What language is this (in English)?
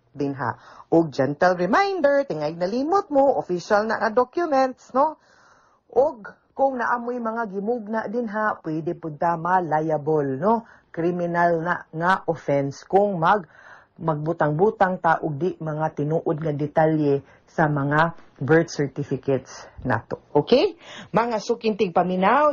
Cebuano